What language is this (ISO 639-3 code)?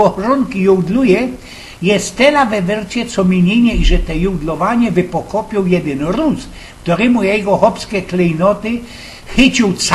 szl